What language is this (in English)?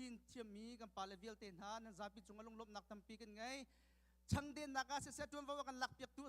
Hakha Chin